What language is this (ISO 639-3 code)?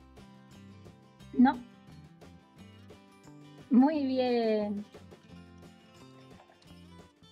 spa